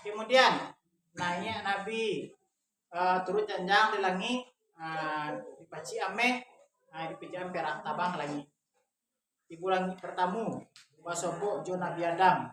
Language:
Minangkabau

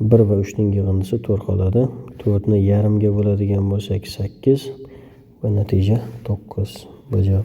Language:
Uzbek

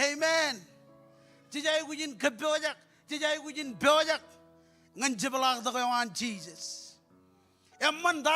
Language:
Marshallese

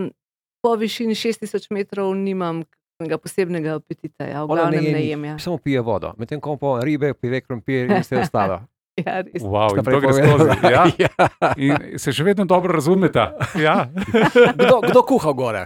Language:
Slovenian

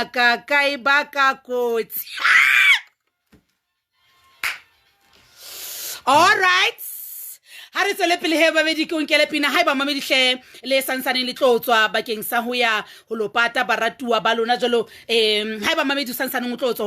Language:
Southern Sotho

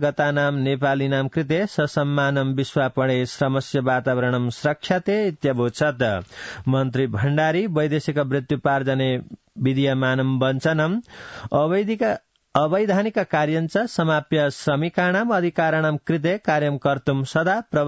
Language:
Sanskrit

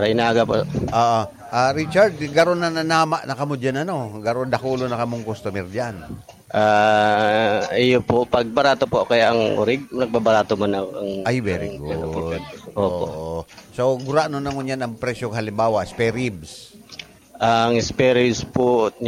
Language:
Bikol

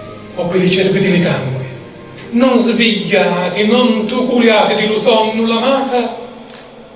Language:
Sicilian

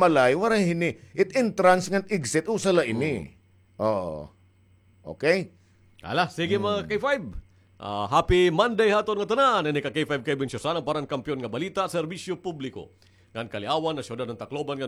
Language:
Waray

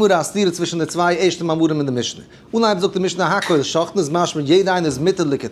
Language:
Yiddish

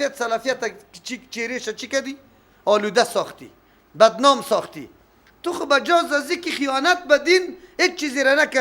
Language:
Persian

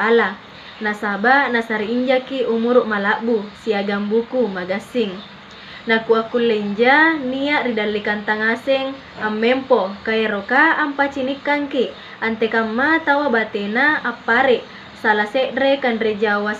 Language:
Makasar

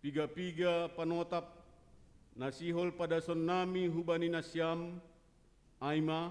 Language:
Batak Simalungun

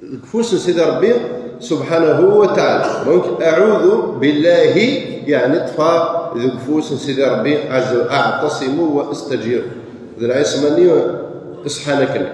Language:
Kabyle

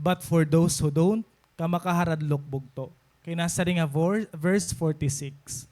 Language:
Waray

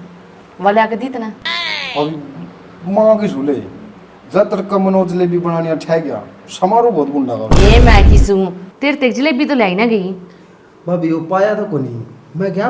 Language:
Haryanvi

